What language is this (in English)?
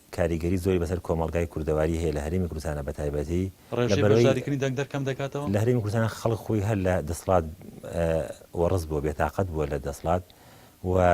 Central Kurdish